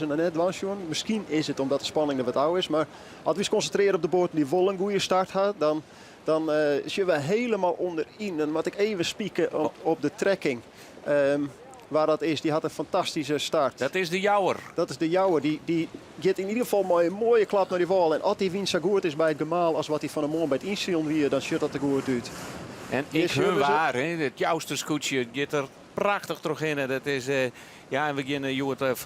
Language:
Western Frisian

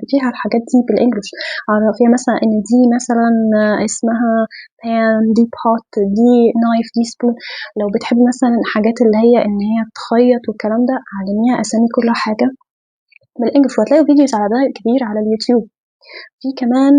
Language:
Egyptian Arabic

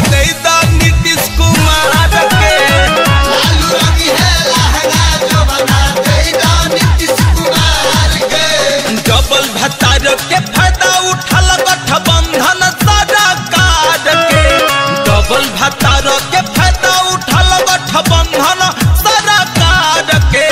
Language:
Bhojpuri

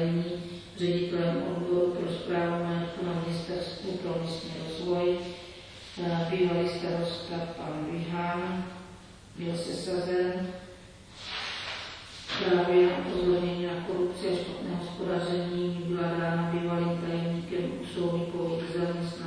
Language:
Czech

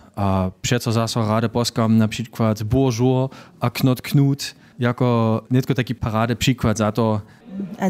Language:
Upper Sorbian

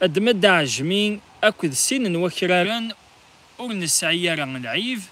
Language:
Kabyle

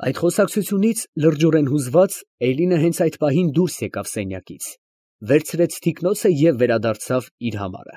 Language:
Armenian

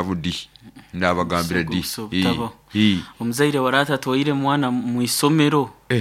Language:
Nyoro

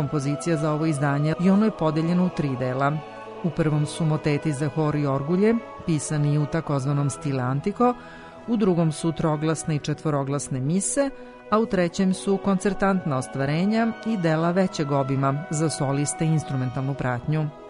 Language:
Serbian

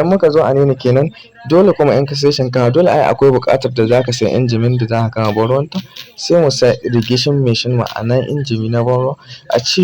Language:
Hausa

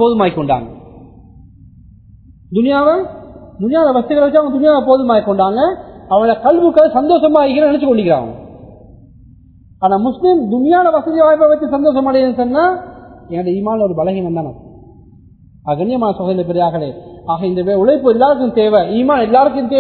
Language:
Tamil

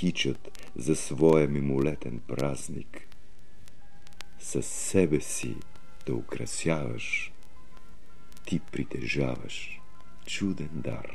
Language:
Bulgarian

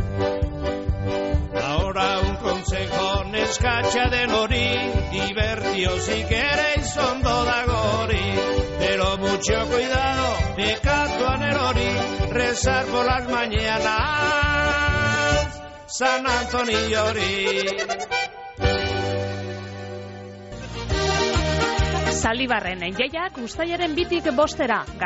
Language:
Basque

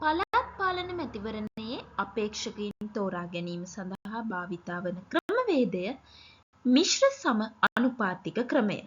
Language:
Sinhala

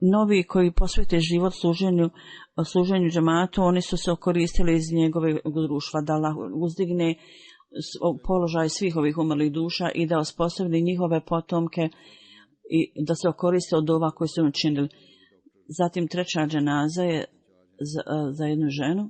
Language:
Bosnian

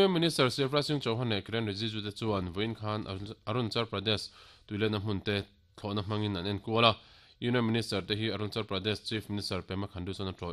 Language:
Mizo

